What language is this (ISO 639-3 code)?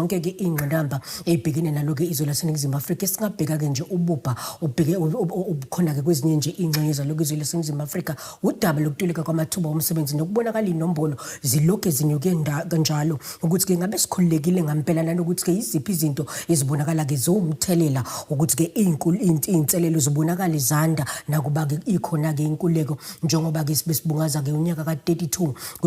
zul